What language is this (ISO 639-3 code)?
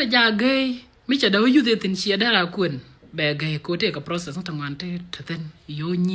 nus